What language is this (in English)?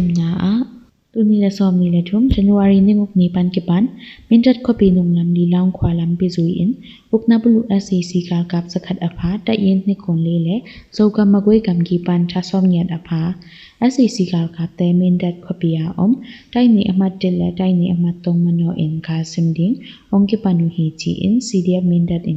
Tedim Chin